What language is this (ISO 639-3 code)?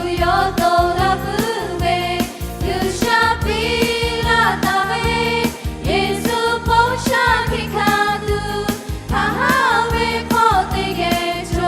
lhu